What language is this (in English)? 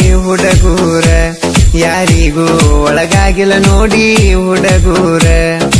Kannada